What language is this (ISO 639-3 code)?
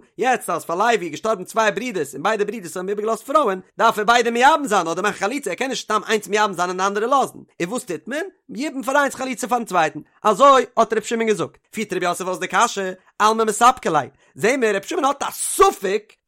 yid